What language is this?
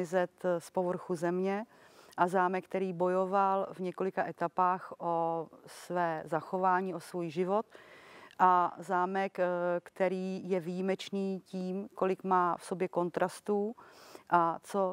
Czech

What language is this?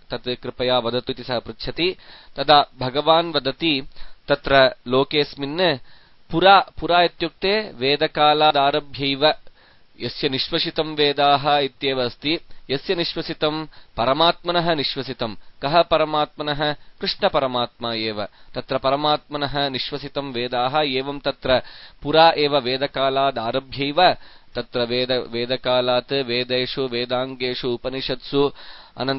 Sanskrit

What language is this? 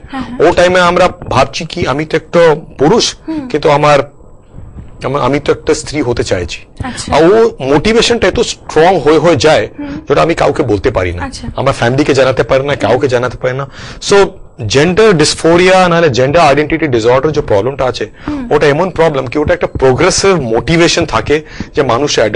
Bangla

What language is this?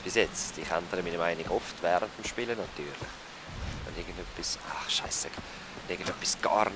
Swiss German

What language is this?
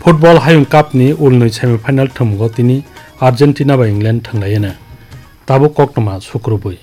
Kok Borok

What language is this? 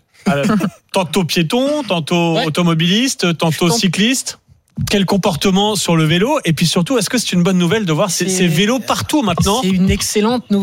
French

